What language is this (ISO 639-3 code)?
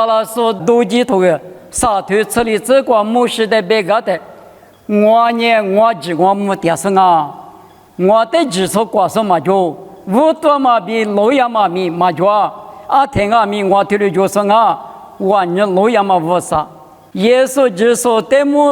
lis